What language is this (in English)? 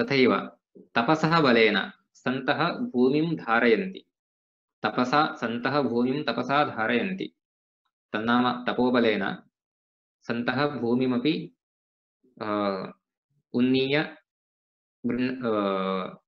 Sanskrit